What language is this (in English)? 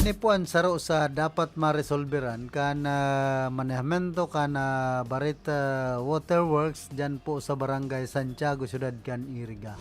Bikol